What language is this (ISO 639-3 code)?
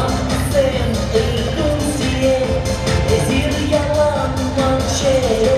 chv